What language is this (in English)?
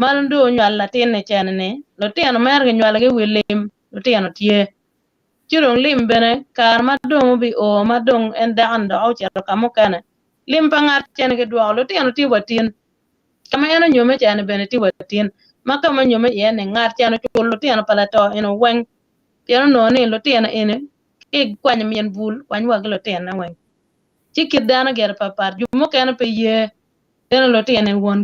Acoli